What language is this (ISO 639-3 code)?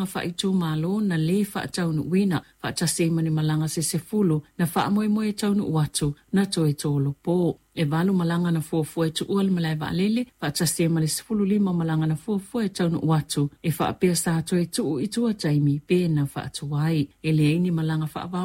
smo